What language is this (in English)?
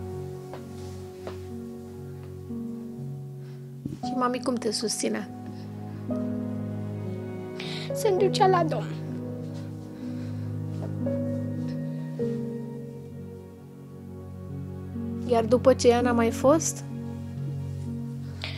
Romanian